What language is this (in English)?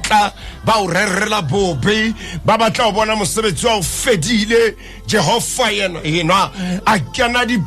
Southern Sotho